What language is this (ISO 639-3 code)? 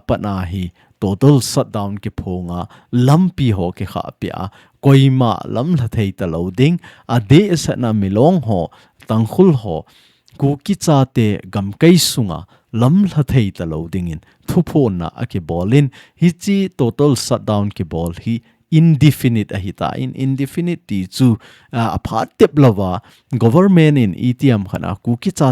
tcz